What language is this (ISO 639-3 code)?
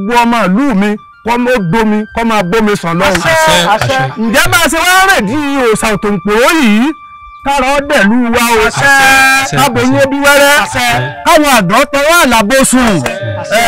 yor